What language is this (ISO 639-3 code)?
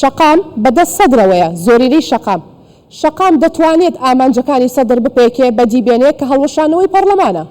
ckb